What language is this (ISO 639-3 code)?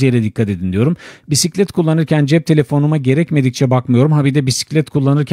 tur